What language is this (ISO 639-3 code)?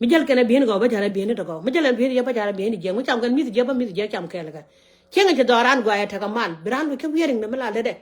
nus